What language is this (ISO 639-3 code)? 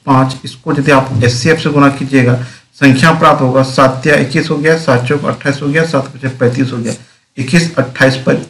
hin